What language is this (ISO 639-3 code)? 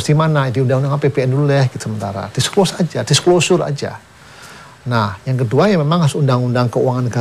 ind